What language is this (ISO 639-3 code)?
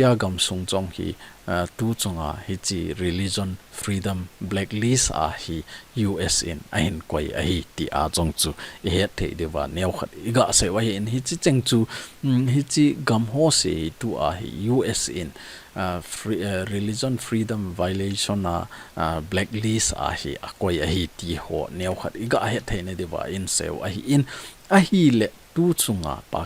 tcz